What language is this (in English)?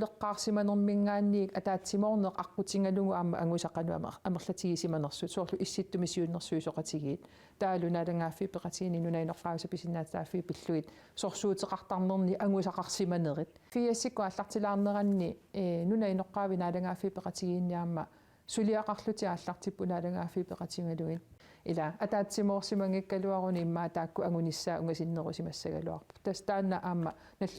Kalaallisut